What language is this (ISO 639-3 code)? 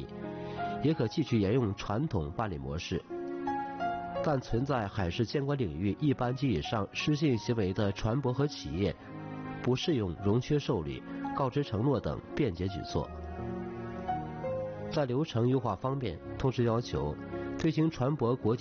zho